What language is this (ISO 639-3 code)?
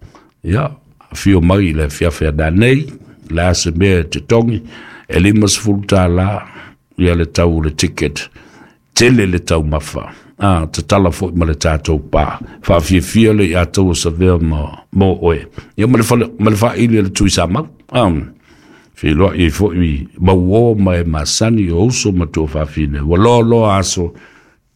smo